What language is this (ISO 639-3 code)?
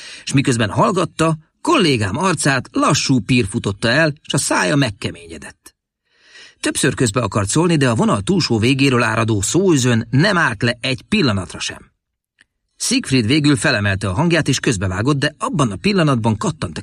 hun